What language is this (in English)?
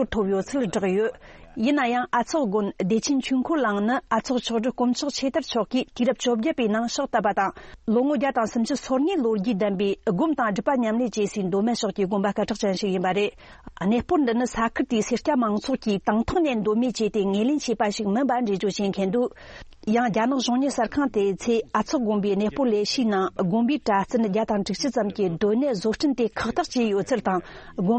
Tibetan